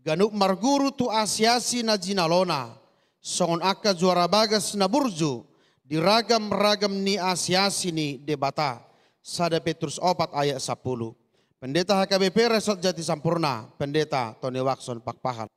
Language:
Batak Toba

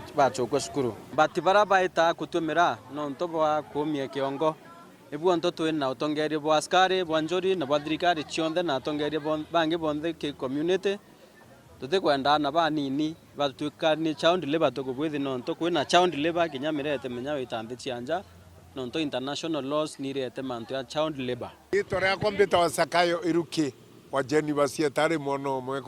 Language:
Meru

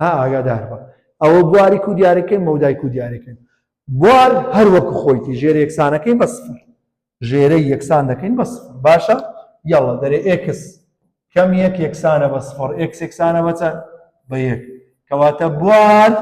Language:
Central Kurdish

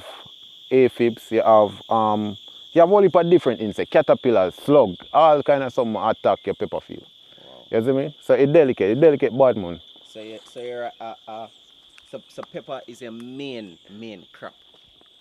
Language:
Jamaican Creole English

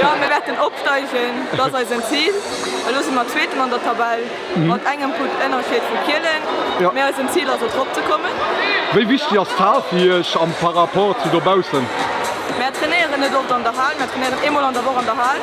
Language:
Luxembourgish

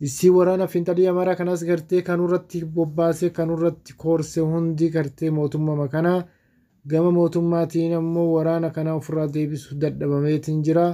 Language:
Oromo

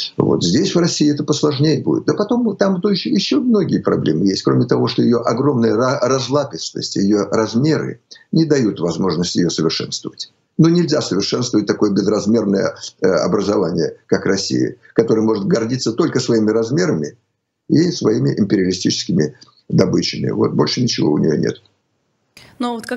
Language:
Russian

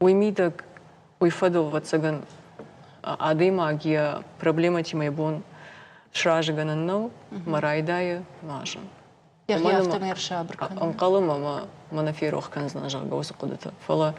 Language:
Ossetic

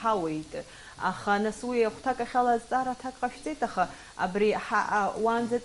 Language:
Abkhazian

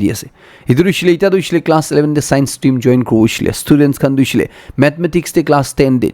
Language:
Naga Pidgin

